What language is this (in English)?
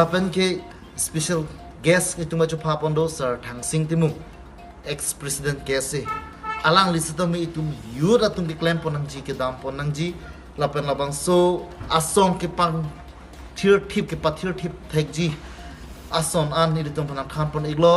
Karbi